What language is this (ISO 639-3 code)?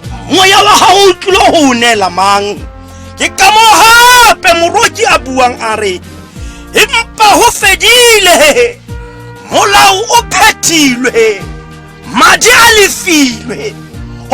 tsn